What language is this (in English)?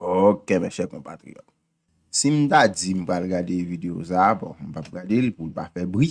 Haitian Creole